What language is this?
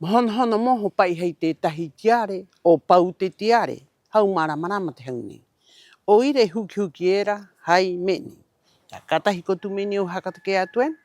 Rapanui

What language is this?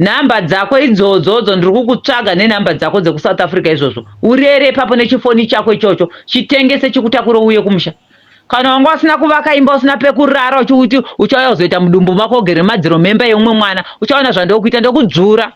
Shona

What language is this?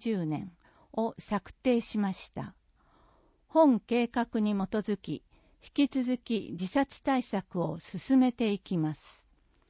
Japanese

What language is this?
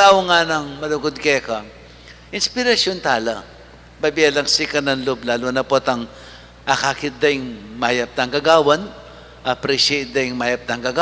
Pampanga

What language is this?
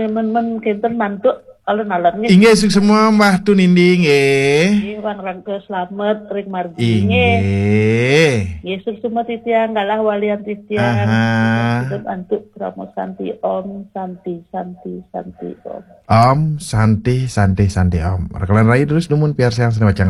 Balinese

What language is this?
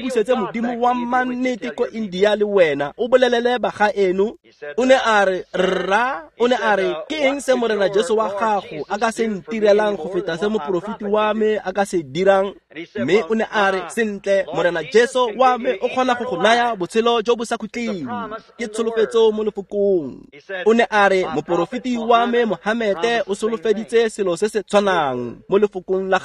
Tswana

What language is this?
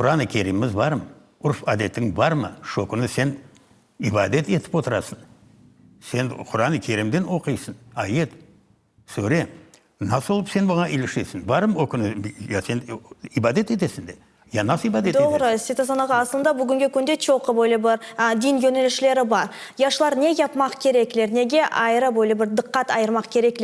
Crimean Tatar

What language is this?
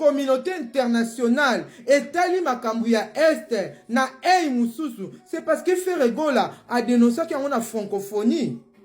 Lingala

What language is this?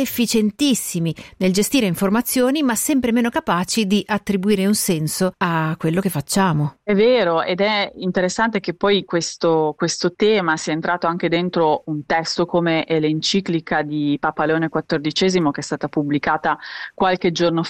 Italian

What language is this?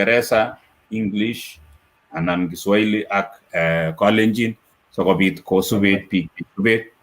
Kalenjin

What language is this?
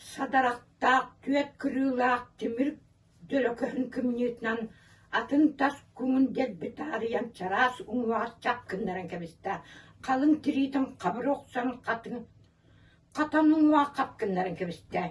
Yakut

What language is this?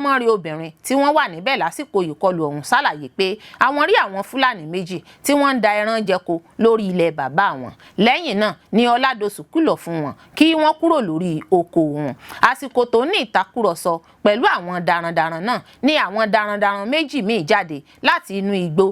Yoruba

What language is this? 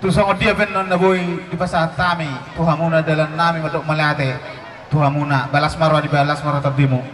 Batak Toba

